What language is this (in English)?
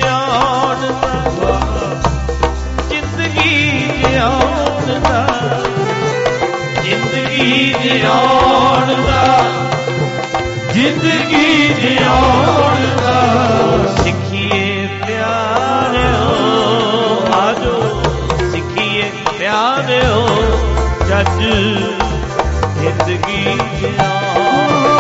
Punjabi